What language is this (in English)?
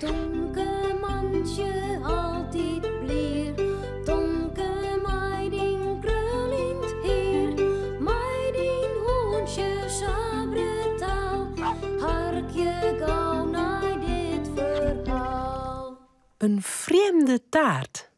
Western Frisian